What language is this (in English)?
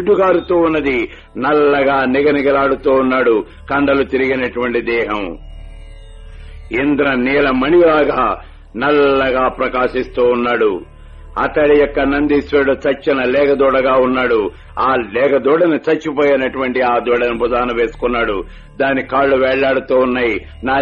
Telugu